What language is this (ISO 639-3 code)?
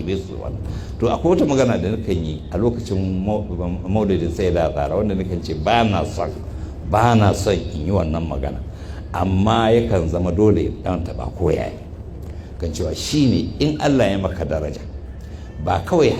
hau